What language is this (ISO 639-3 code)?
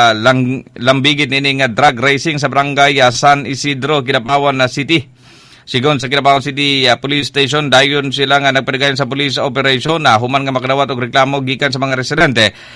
ceb